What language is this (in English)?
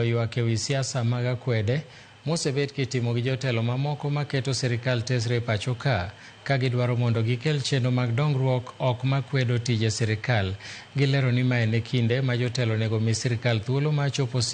Luo (Kenya and Tanzania)